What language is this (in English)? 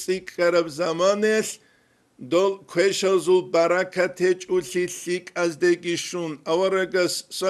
Avaric